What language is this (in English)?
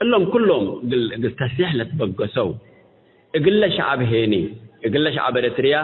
Tigre